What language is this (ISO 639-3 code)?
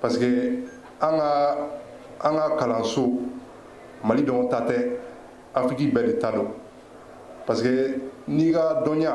bam